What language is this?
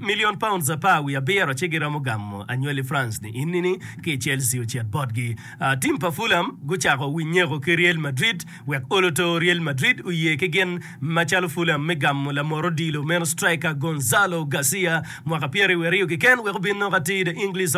Acoli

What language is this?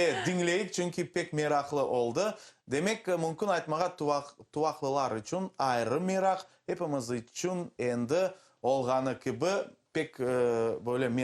Crimean Tatar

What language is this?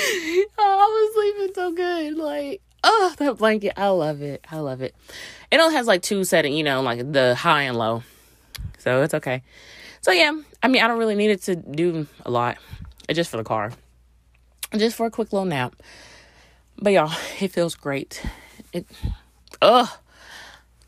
English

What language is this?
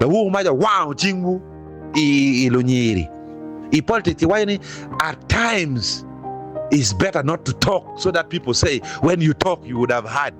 Acoli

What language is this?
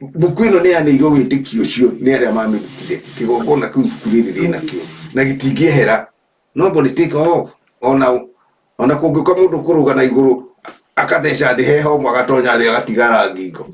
Kikuyu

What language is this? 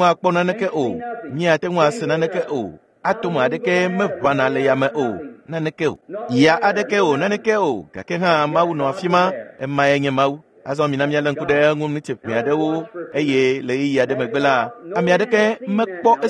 Ewe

